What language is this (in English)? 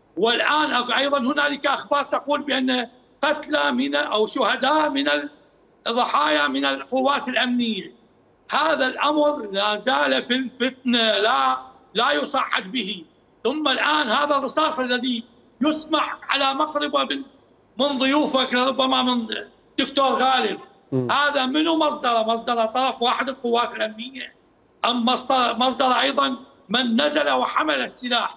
Mesopotamian Arabic